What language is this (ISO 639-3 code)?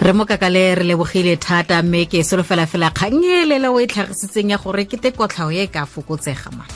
tsn